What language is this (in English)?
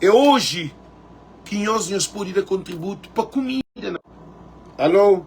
Kabuverdianu